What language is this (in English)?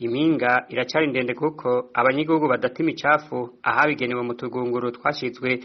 Rundi